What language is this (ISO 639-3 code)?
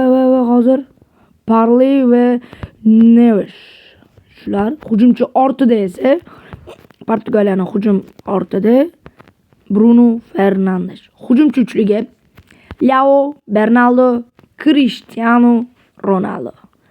uzb